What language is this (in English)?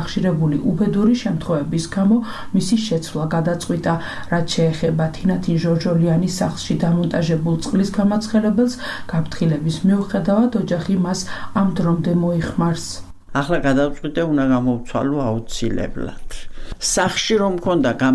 Georgian